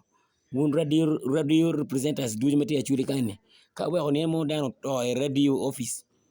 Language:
Acoli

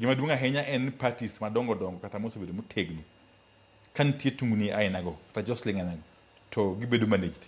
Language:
Luo (Kenya and Tanzania)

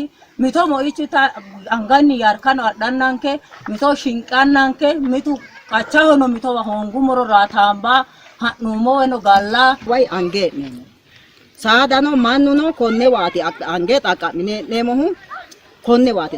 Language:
Sidamo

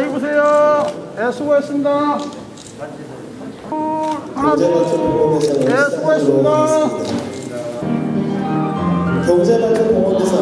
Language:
Korean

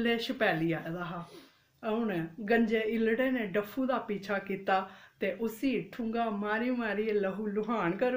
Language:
Dogri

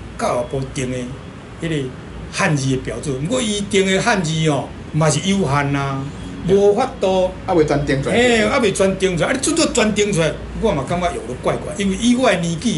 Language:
Min Nan Chinese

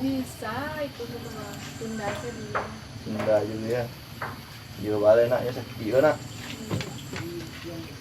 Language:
Minangkabau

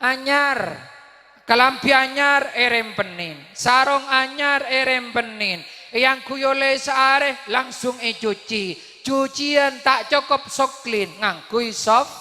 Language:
Madurese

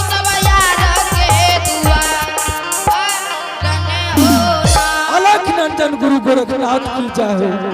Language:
Angika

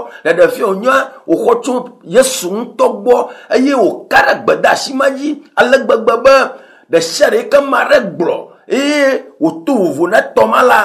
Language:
Ewe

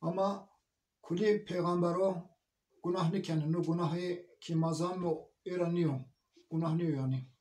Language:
Zaza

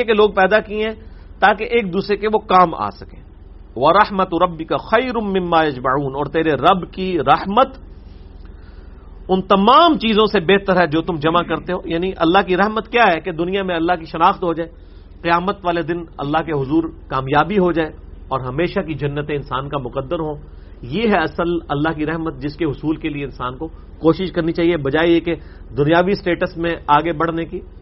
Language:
Urdu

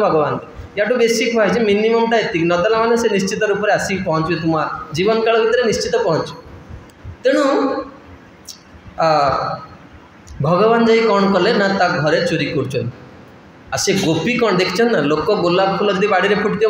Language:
Odia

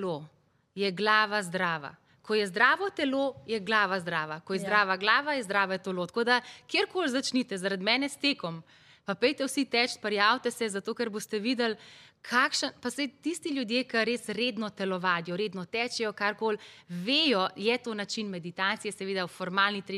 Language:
Slovenian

